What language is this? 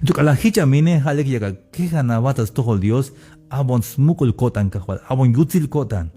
Tzeltal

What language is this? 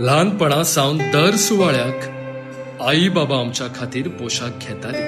Konkani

